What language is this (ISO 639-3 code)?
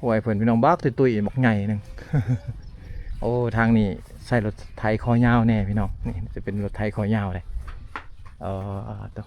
lao